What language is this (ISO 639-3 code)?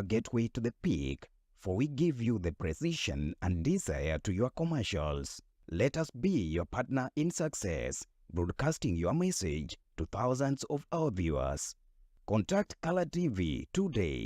luo